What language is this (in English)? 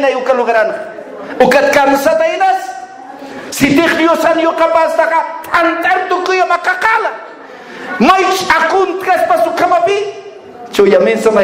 Aymara